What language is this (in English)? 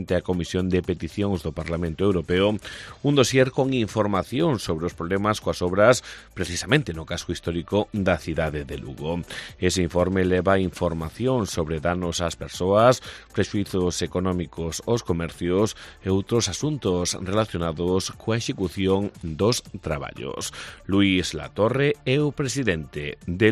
Galician